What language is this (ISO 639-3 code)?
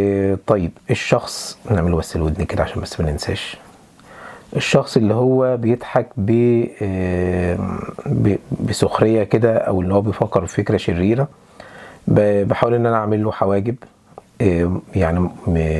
arz